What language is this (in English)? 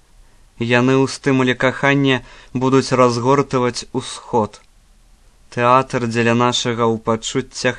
Belarusian